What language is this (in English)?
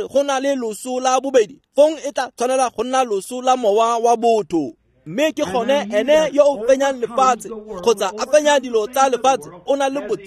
Tswana